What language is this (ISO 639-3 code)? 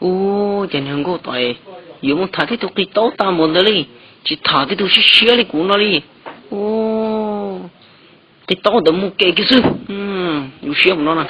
hmn